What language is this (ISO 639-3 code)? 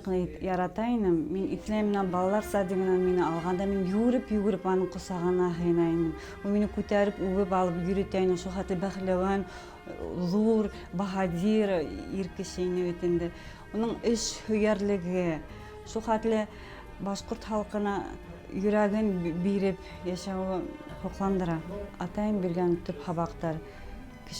bak